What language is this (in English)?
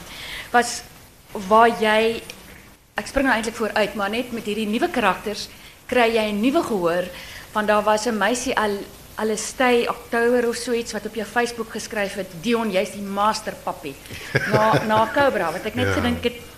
Afrikaans